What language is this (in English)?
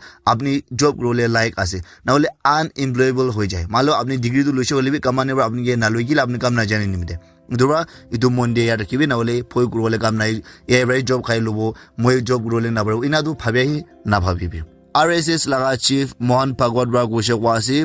Naga Pidgin